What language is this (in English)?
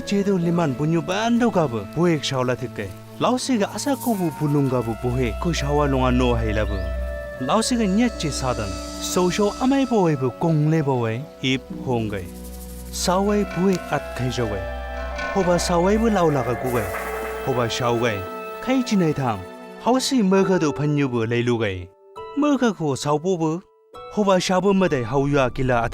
Chang Naga